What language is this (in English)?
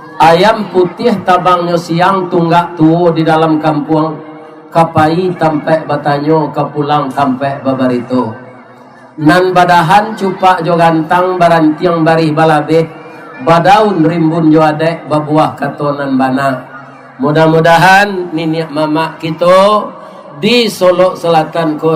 Minangkabau